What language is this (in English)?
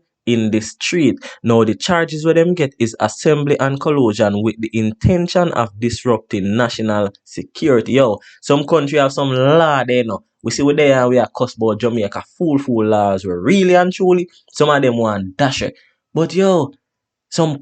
Jamaican Creole English